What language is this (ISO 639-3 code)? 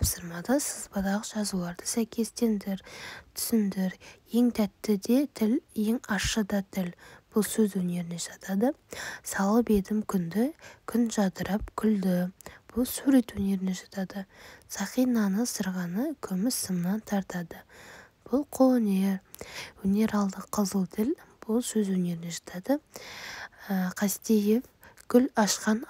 kaz